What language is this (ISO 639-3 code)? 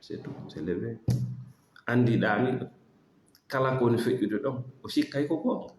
ful